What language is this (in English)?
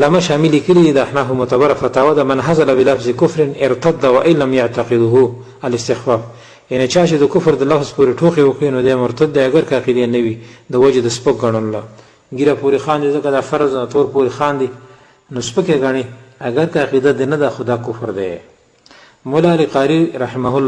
Pashto